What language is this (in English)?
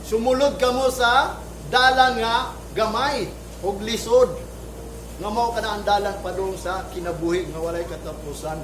Cebuano